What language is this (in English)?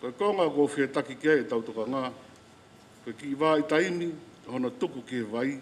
Tongan